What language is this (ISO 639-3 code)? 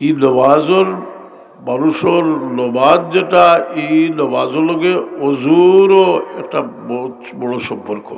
syl